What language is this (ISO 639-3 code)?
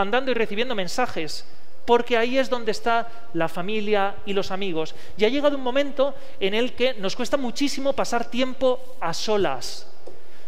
spa